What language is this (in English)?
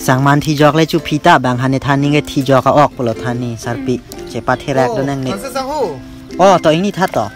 Karbi